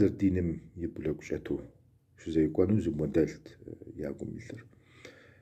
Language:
Kabardian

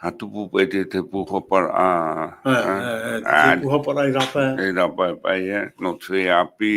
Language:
Tahitian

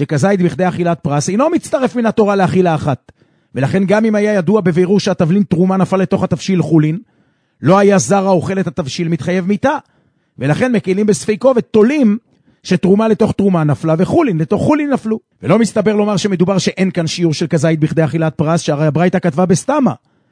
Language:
Hebrew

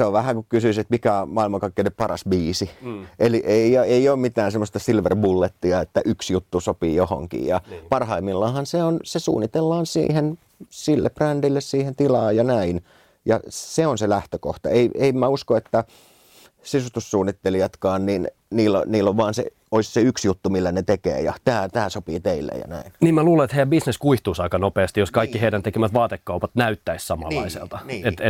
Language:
Finnish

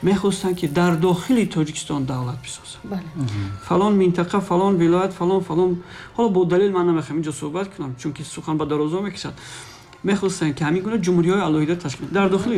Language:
Tajik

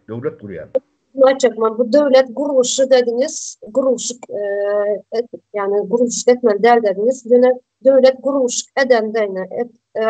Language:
Turkmen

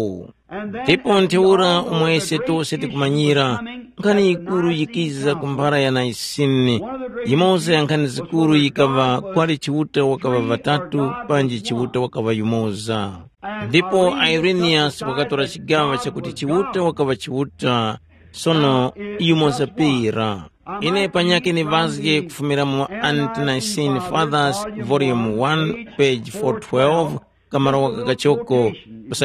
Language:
Tumbuka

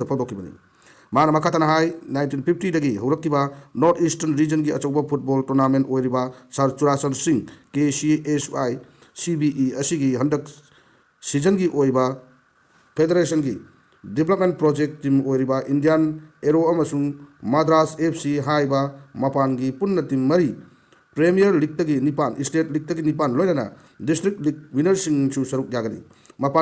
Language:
Manipuri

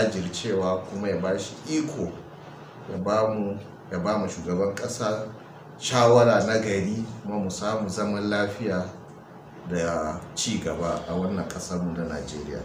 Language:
Hausa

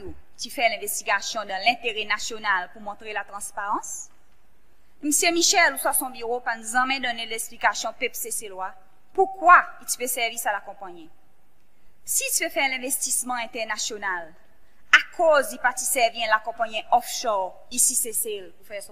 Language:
Seselwa Creole French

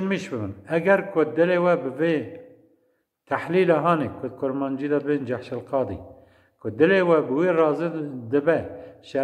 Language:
Kurdish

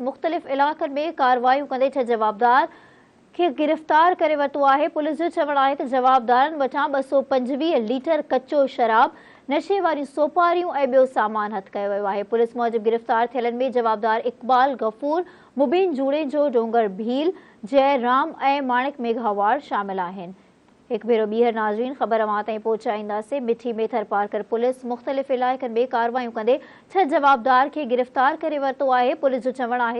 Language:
Sindhi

